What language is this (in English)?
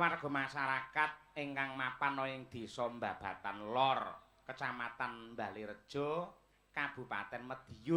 Javanese